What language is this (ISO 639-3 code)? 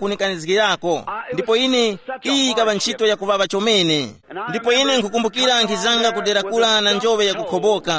tum